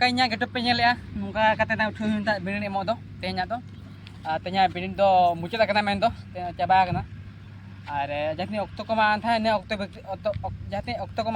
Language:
Santali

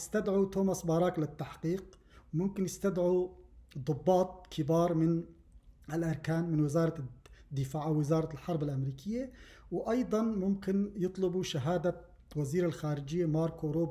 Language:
North Levantine Arabic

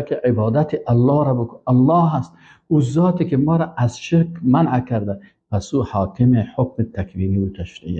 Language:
Persian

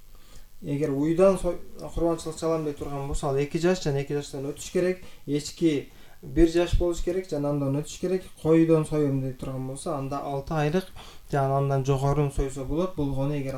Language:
Kyrgyz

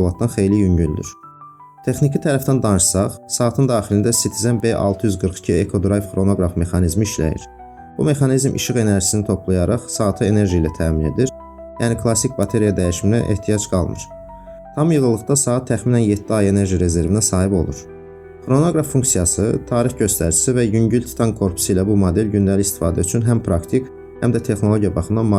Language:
Azerbaijani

